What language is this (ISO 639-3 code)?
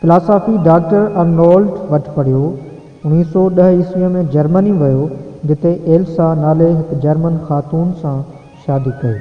snd